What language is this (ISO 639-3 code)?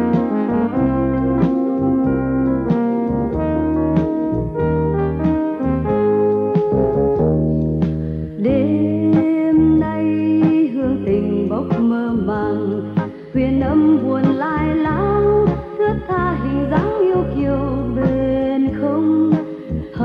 vie